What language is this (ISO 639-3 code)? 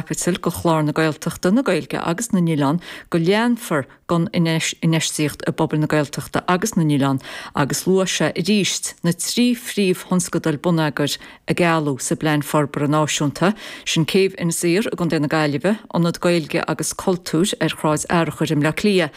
gle